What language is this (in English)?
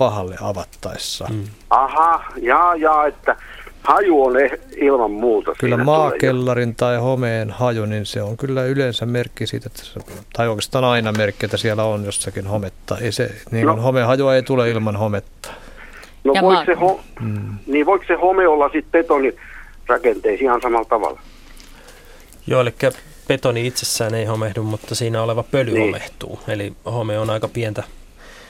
Finnish